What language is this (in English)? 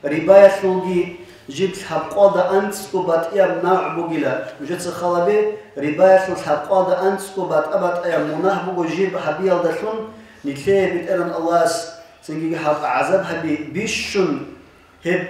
Avaric